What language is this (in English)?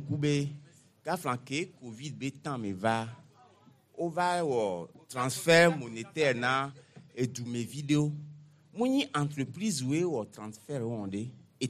Gen